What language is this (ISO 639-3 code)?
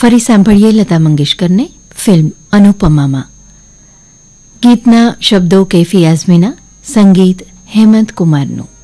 guj